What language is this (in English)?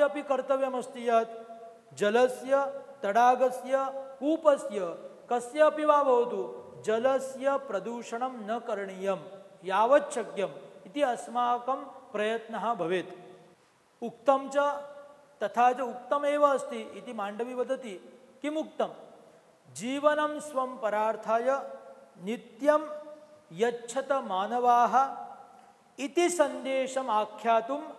Sanskrit